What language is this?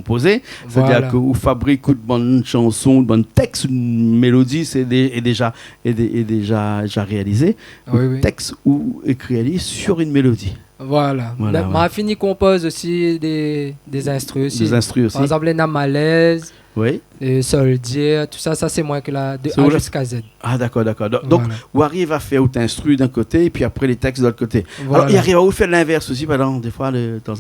Réunion Creole French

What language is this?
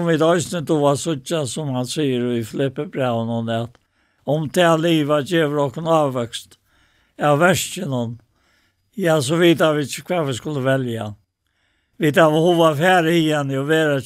Faroese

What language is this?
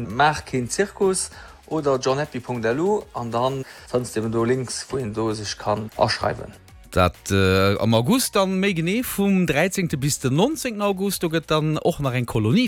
Luxembourgish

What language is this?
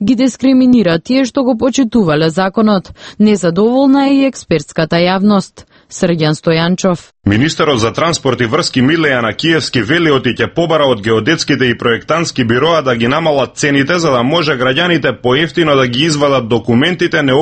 Macedonian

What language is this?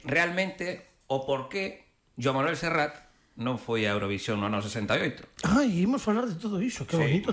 Galician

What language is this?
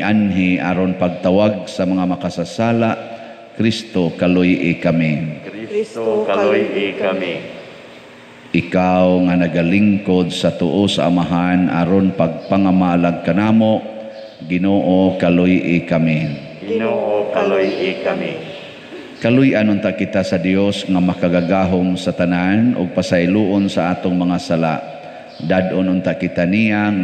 Cebuano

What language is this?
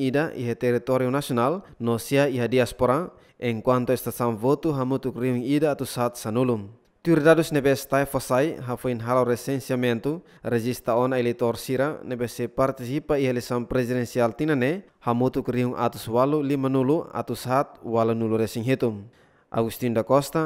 Tetum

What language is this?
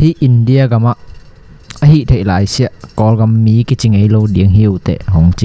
Tedim Chin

